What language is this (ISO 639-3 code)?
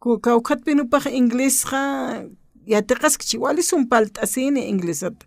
aym